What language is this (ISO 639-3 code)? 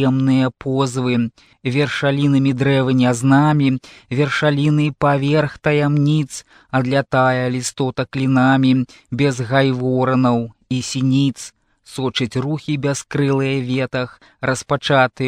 bel